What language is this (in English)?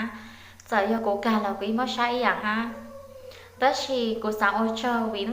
Hmong